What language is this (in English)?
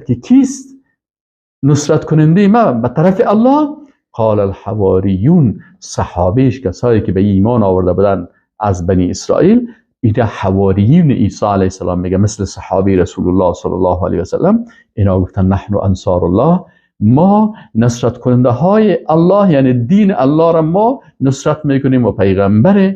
Persian